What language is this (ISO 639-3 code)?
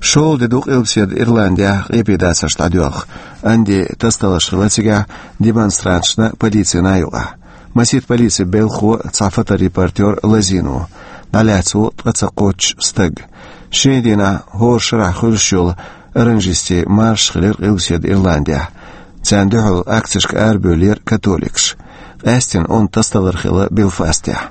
che